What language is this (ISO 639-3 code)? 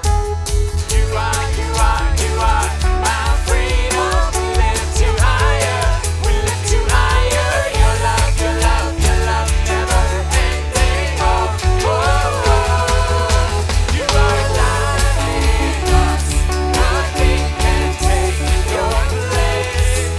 pdt